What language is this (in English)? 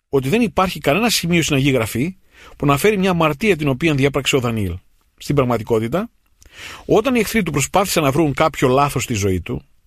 Greek